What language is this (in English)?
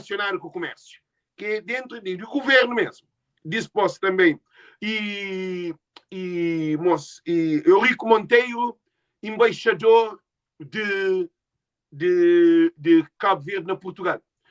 Kabuverdianu